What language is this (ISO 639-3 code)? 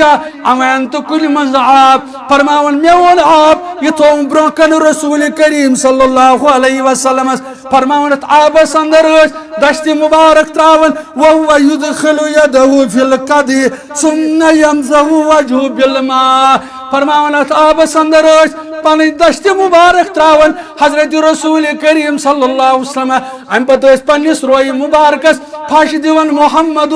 kas